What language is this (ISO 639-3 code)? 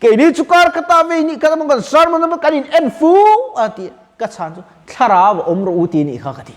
lus